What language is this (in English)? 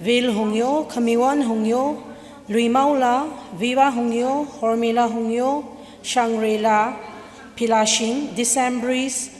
Tangkhul Naga (India)